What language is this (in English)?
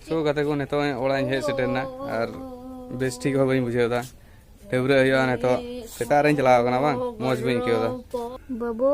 Santali